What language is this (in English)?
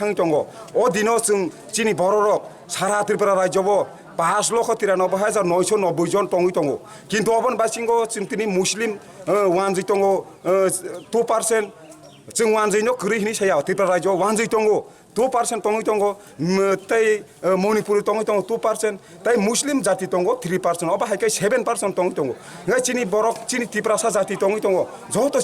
Kok Borok